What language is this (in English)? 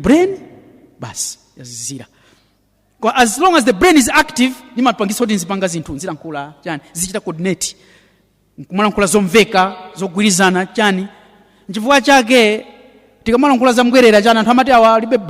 Nyanja